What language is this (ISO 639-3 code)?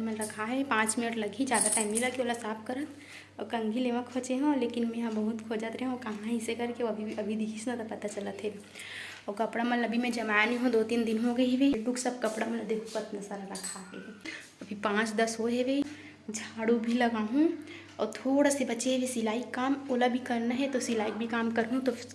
hne